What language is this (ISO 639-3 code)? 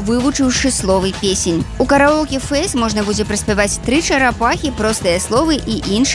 bel